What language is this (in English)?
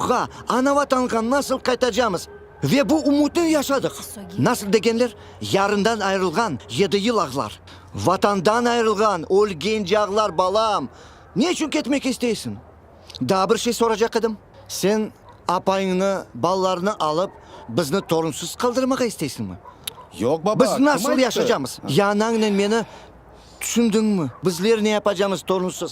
Crimean Tatar